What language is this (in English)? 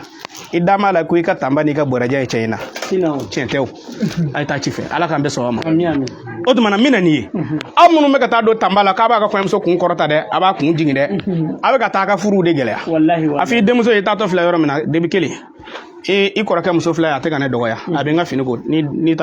Bambara